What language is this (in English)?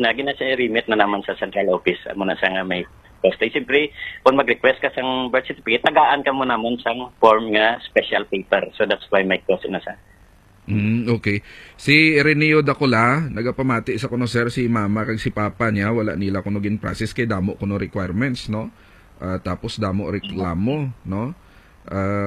Hiligaynon